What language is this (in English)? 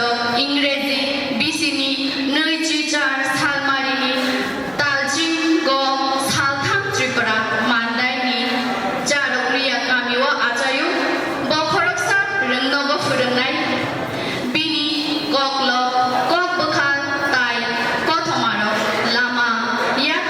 Kok Borok